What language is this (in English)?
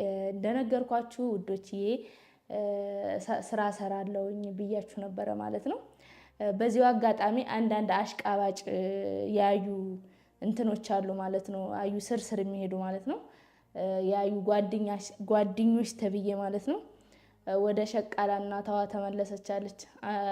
Amharic